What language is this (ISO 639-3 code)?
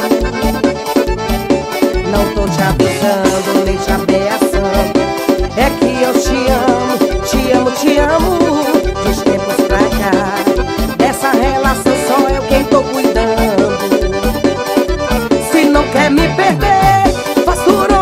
por